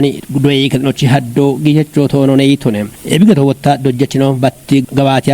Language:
Kafa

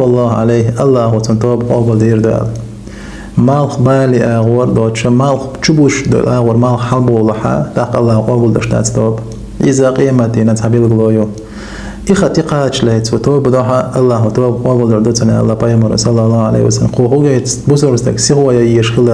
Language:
Chechen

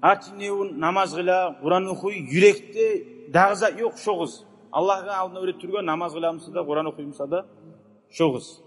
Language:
Kumyk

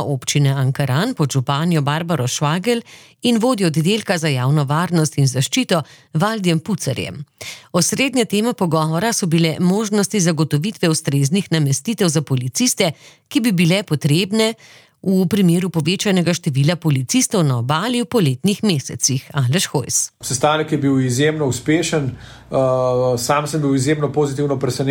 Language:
Slovenian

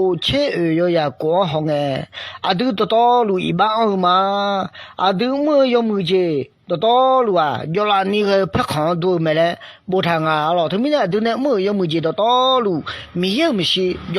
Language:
Akha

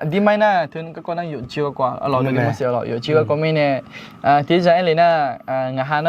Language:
Akha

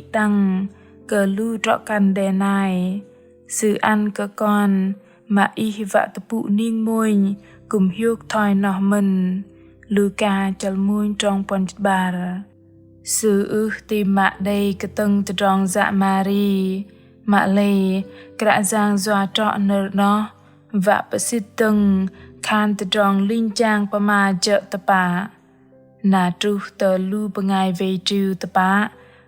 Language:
Bahnar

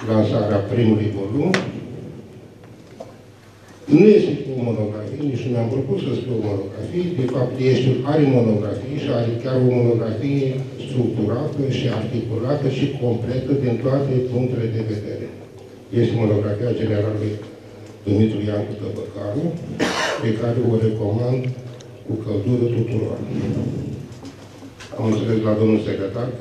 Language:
Romanian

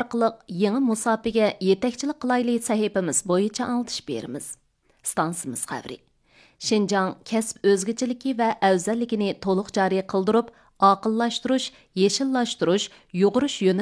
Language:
Uyghur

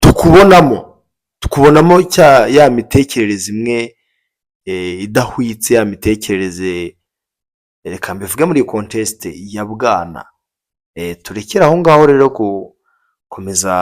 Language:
Kinyarwanda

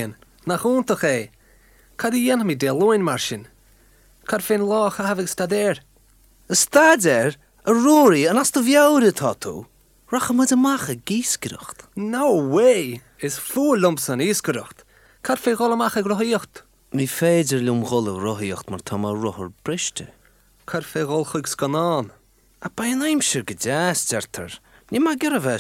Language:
Irish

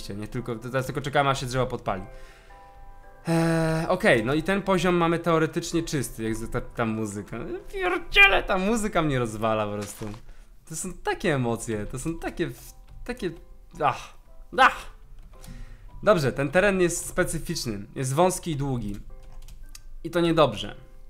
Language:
Polish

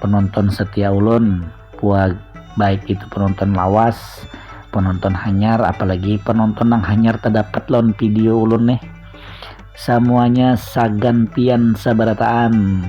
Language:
Banjar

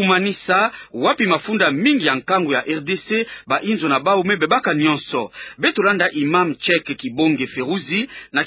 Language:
Kituba (Democratic Republic of Congo)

